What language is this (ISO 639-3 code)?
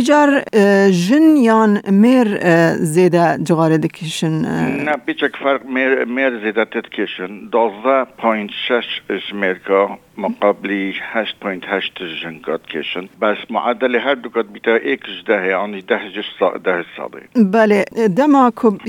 kur